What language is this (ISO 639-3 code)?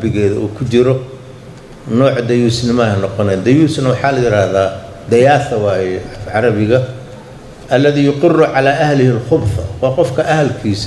som